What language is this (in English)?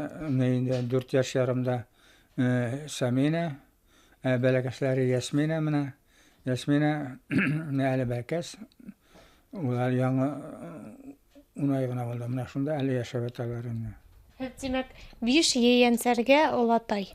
Bashkir